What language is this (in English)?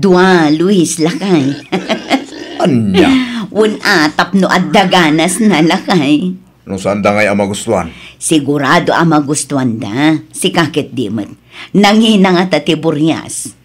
Iloko